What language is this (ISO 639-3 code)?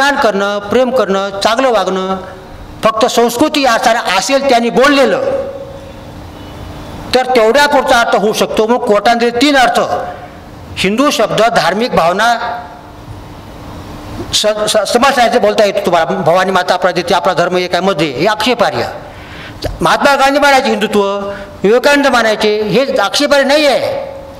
mar